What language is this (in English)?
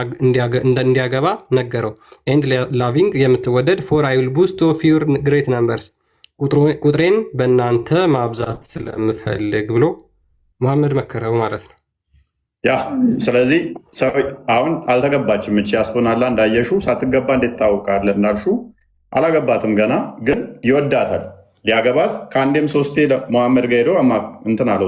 Amharic